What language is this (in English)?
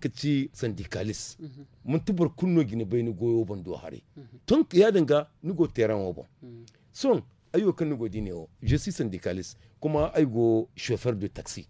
Zarma